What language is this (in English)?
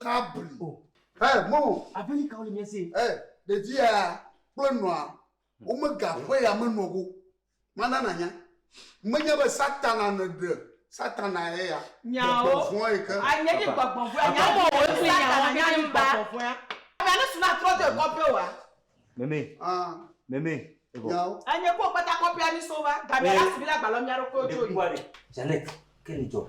Ewe